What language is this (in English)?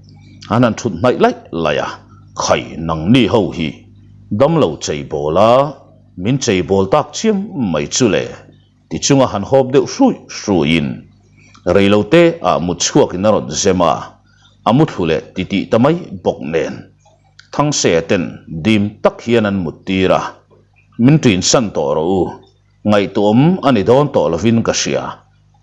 Mizo